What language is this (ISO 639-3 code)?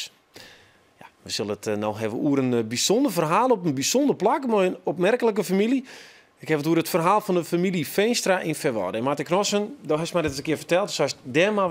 fry